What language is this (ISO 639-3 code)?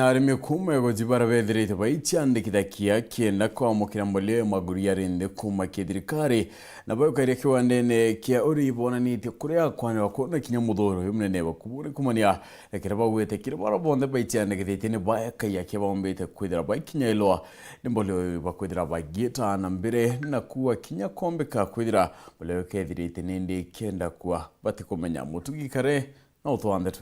mer